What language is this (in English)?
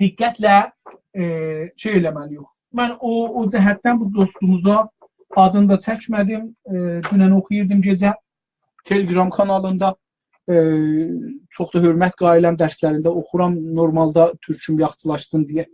South Azerbaijani